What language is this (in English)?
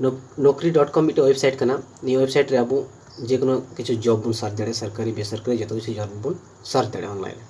Santali